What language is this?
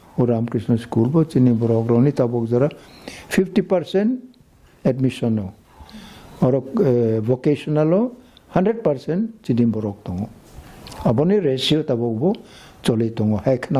Kok Borok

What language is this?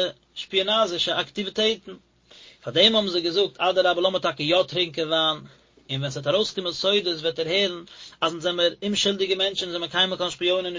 Yiddish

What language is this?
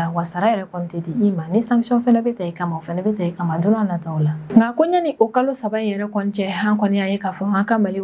Bambara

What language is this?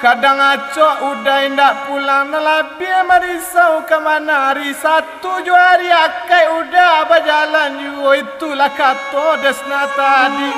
Minangkabau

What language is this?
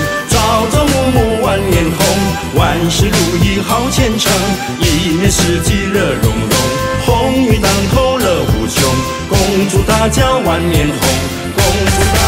Chinese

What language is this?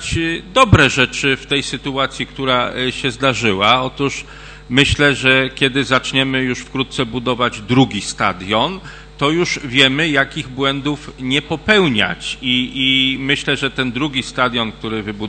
Polish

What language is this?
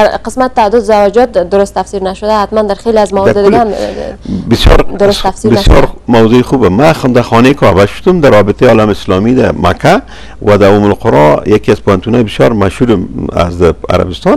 Persian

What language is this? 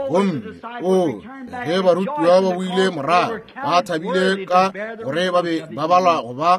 Northern Sotho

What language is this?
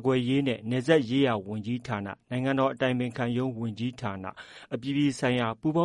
Burmese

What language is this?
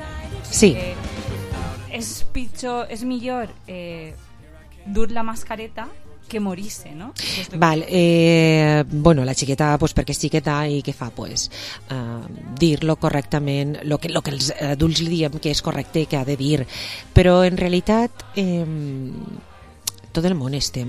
Catalan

